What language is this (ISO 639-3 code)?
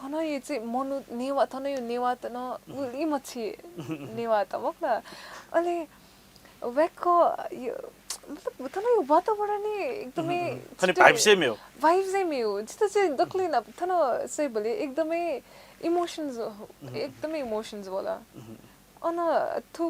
new